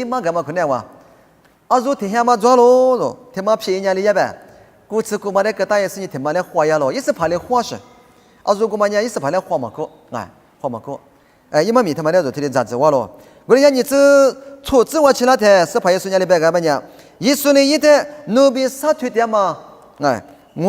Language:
Lisu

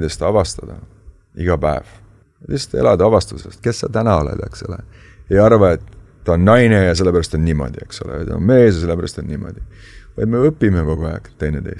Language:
Estonian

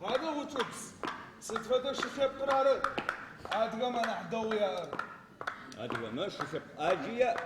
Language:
Adyghe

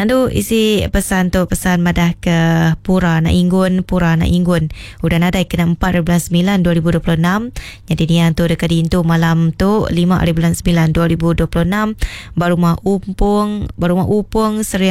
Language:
Iban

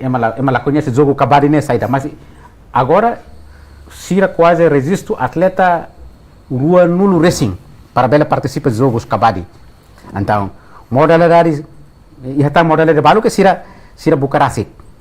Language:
Tetum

